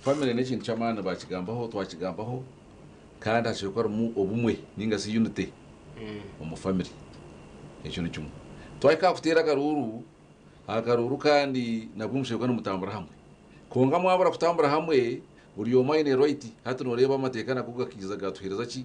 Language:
Nyankole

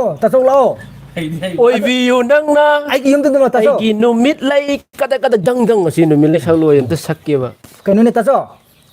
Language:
Manipuri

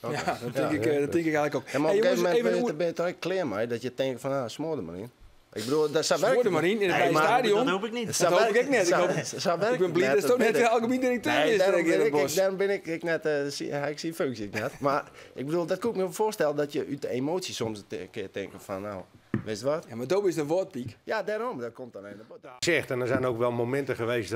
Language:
Western Frisian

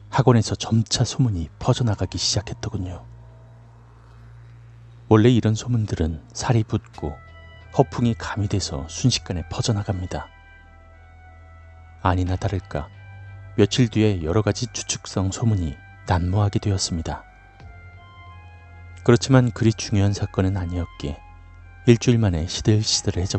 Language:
Korean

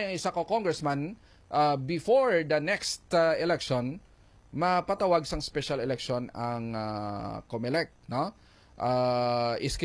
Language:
Hiligaynon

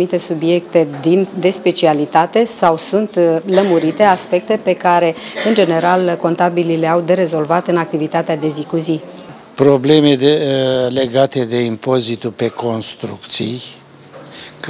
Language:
Romanian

